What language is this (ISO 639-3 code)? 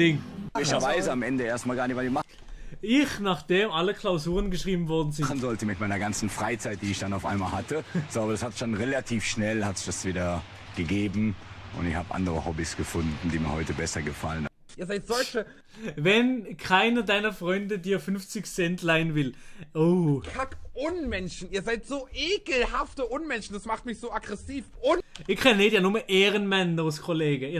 gsw